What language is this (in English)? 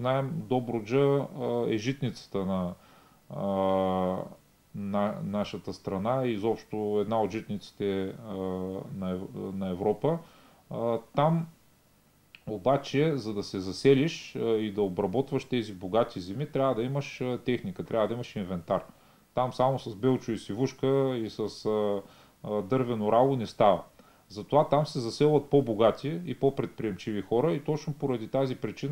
Bulgarian